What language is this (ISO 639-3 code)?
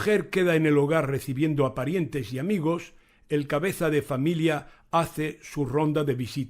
lad